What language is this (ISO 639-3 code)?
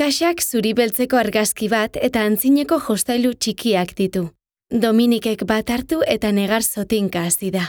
eus